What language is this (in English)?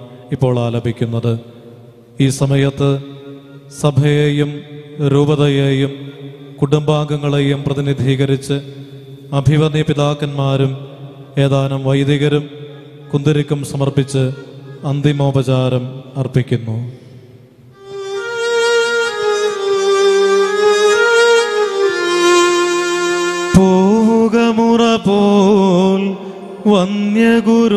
Malayalam